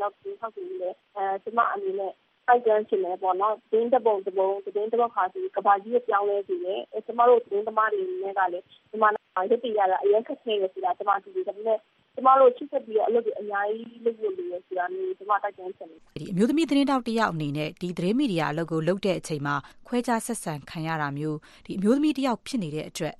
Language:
Burmese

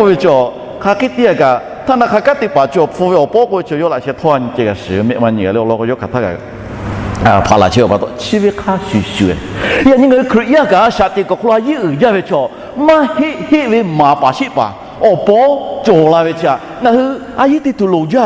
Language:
Lahu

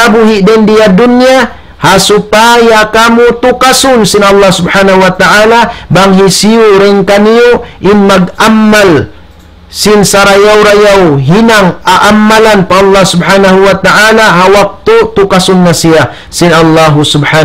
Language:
Tausug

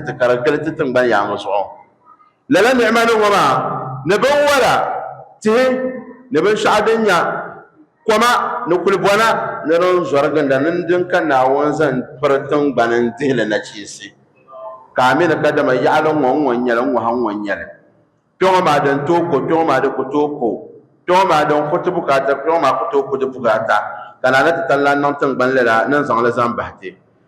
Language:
Dagbani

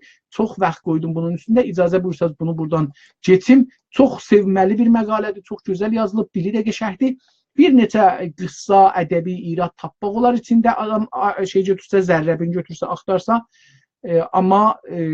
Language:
South Azerbaijani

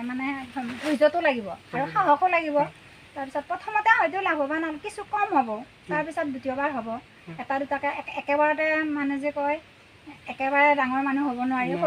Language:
Assamese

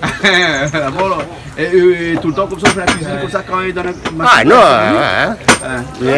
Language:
Réunion Creole French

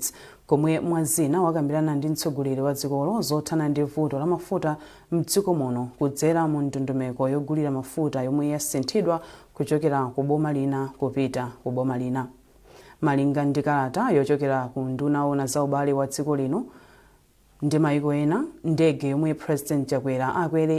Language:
Nyanja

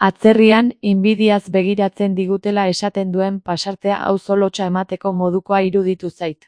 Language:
Basque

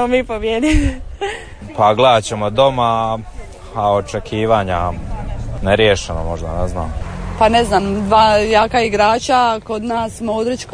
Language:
Croatian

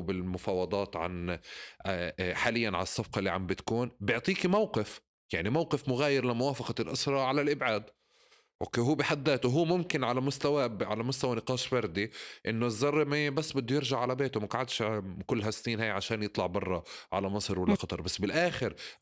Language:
North Levantine Arabic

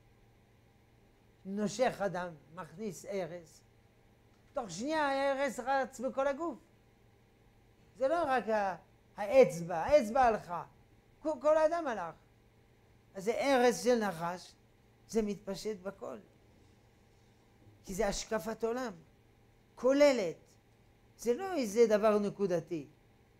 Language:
Hebrew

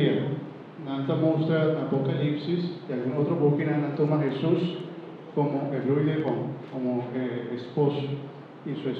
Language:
Papiamento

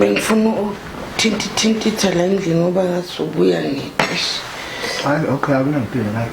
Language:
Zulu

